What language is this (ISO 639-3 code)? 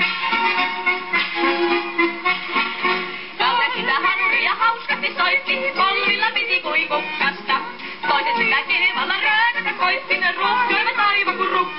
fin